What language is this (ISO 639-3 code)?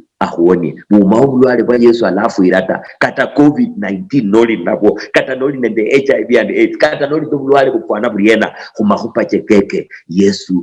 luy